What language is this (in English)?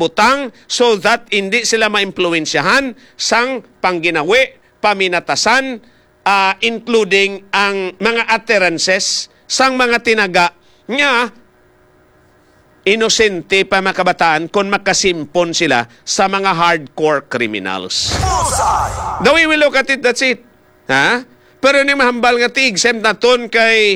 Hiligaynon